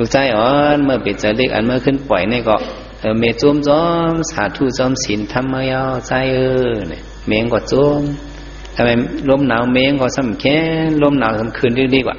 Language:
Shan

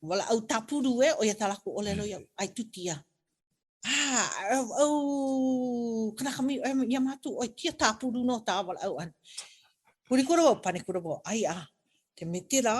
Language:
Hawaiian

